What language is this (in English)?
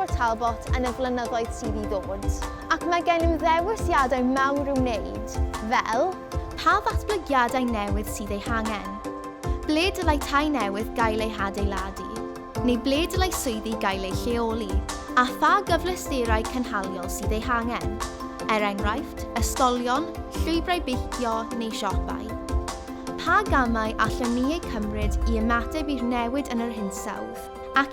Welsh